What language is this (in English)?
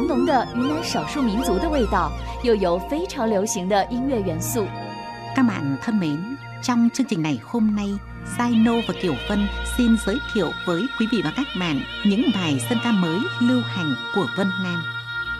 Vietnamese